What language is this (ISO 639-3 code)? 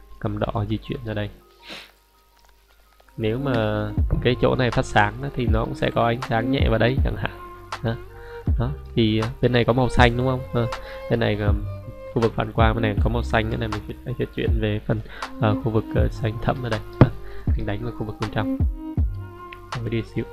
vie